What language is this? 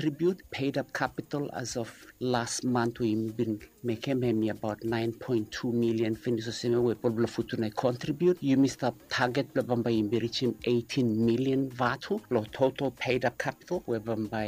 Bislama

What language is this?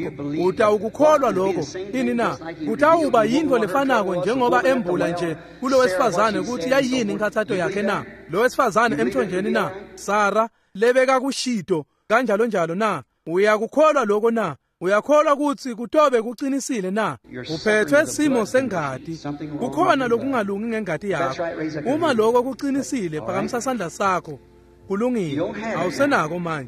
Swati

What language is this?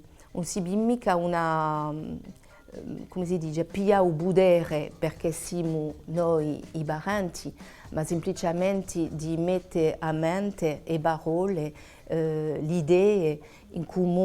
Corsican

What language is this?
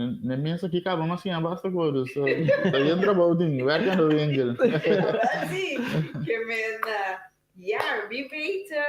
Papiamento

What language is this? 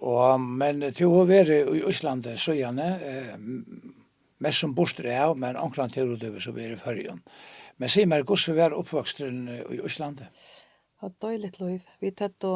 Faroese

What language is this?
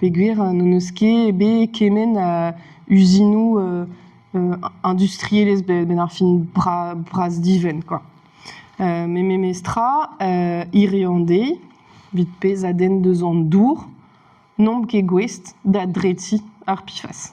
Breton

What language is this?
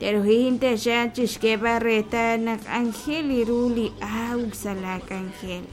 Kekchí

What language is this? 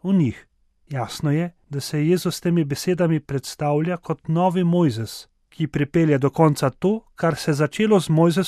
Slovenian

